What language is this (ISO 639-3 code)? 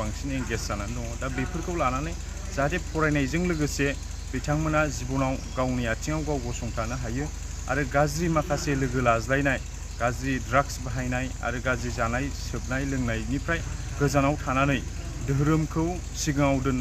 brx